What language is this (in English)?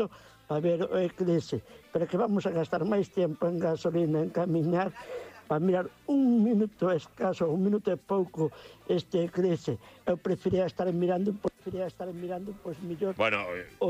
Galician